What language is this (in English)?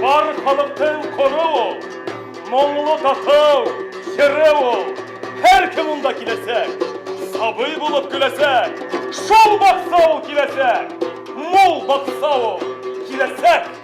Bashkir